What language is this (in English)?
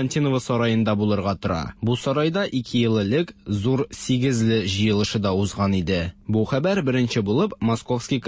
Tatar